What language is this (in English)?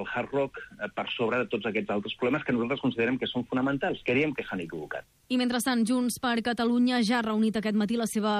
Catalan